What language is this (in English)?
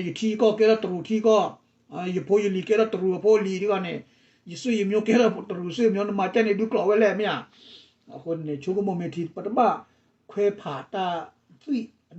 S'gaw Karen